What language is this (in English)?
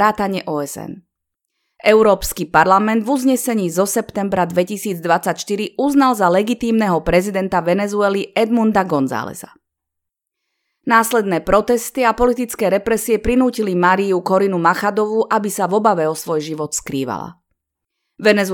Slovak